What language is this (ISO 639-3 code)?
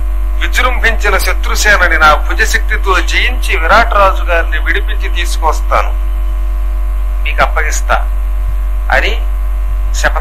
tel